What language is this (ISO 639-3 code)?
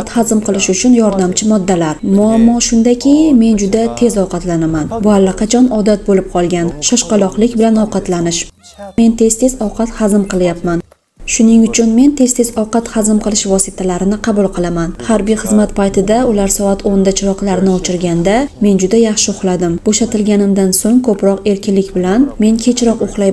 uzb